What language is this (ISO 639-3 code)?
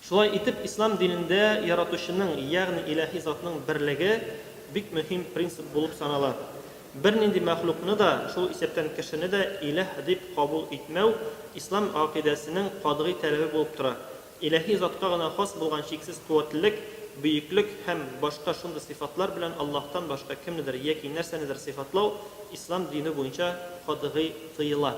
tat